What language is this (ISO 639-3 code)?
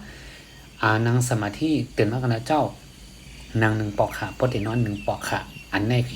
shn